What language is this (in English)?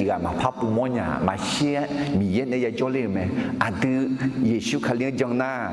Akha